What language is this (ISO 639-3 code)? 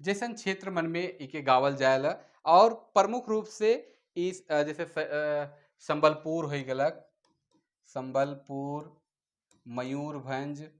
sck